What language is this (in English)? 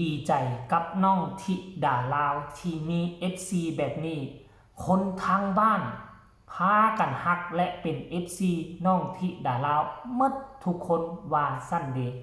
Northeastern Thai